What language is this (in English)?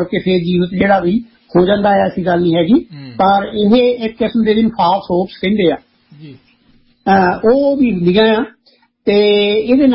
Punjabi